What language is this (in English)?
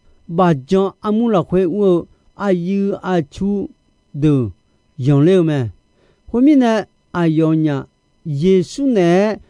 Akha